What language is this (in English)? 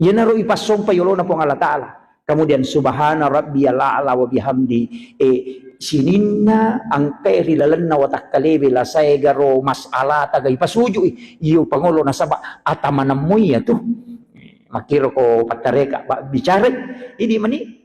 Buginese